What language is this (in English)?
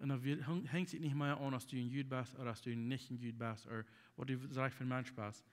Plautdietsch